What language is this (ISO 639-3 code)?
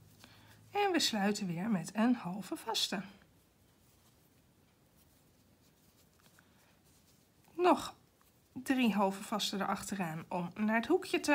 nld